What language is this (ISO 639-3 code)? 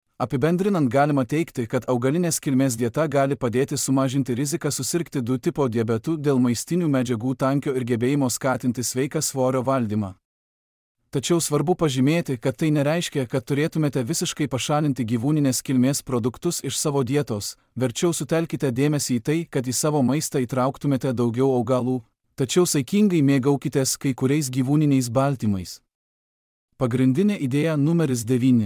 lit